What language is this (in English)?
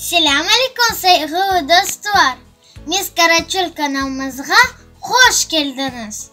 Crimean Tatar